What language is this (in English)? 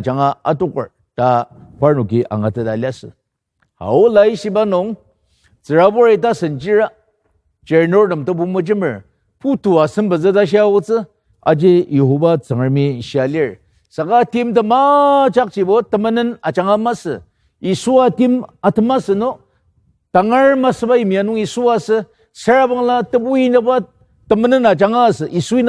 Ao Naga